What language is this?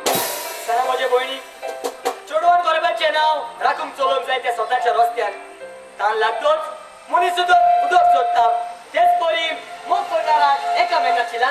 Konkani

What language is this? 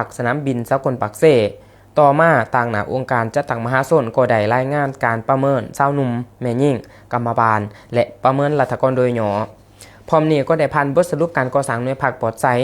Lao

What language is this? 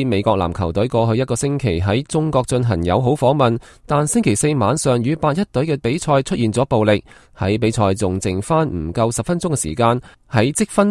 Cantonese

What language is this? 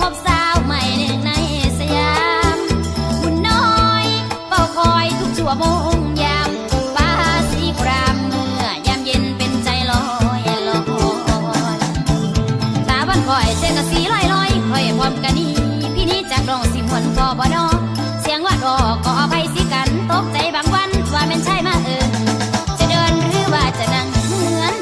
Thai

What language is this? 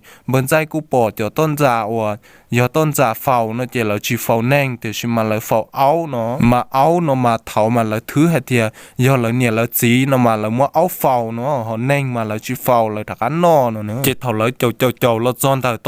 Hmong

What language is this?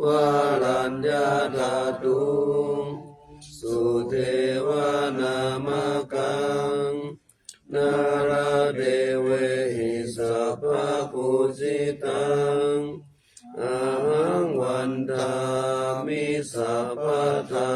Pali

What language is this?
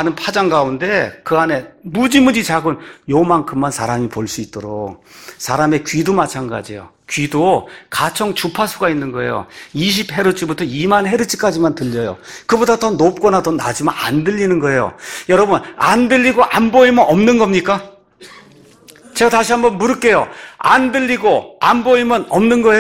Korean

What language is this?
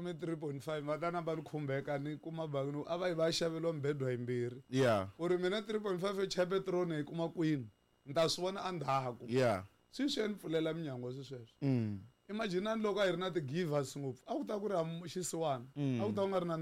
Tsonga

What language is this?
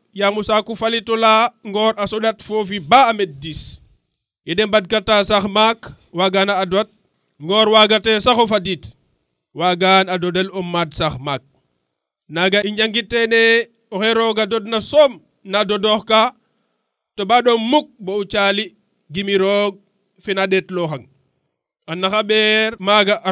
Serer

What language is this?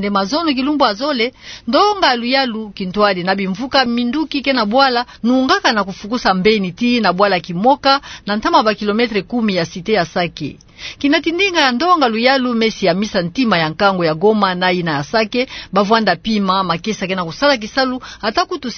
Kituba (Democratic Republic of Congo)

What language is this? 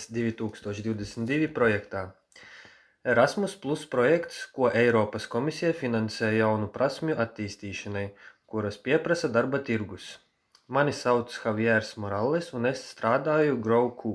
Latvian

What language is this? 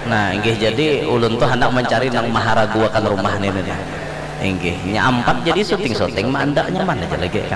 Banjar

